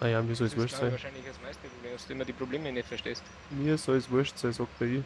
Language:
Bavarian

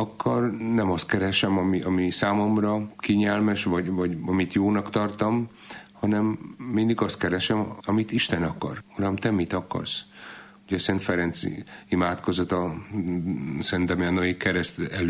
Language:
Hungarian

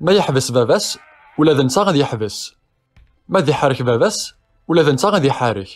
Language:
Kabyle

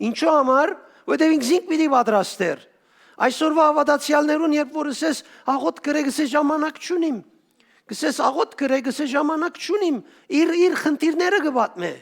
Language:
Western Armenian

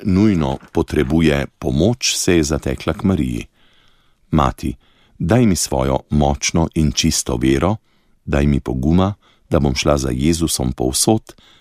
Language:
Slovenian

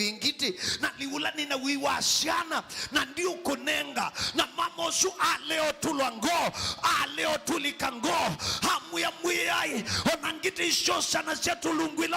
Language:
Kamba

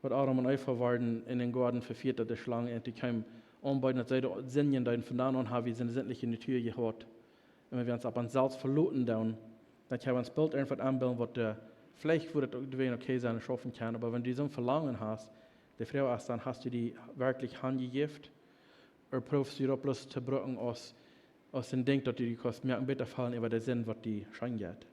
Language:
Plautdietsch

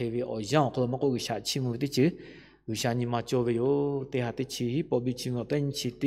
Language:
Lahu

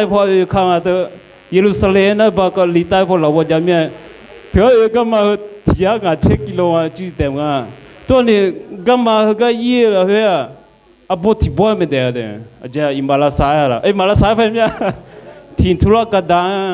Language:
Akha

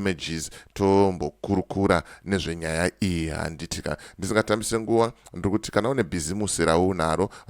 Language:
Shona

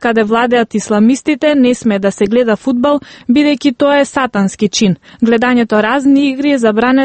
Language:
Macedonian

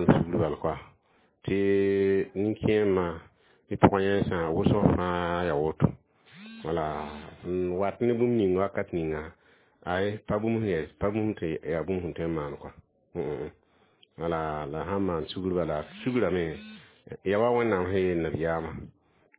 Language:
Mossi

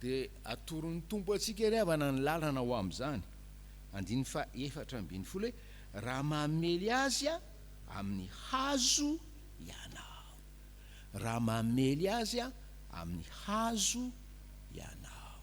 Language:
Malagasy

